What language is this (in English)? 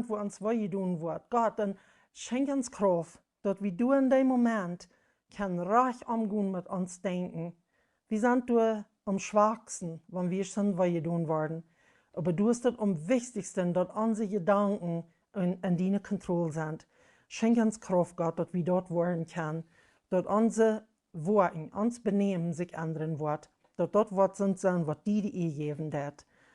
Plautdietsch